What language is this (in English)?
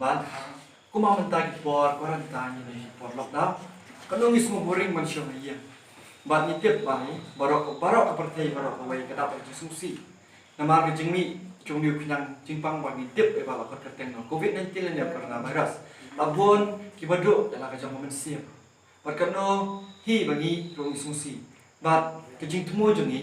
Khasi